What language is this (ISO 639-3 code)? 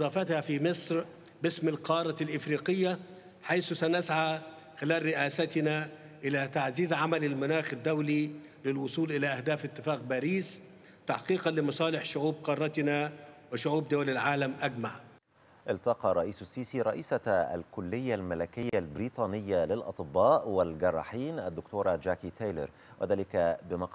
ara